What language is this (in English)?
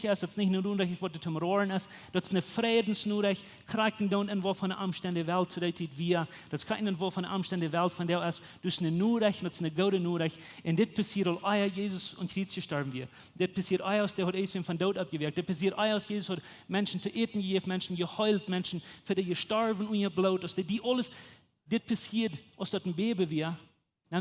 Plautdietsch